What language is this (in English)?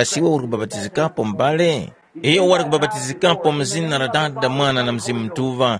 Tumbuka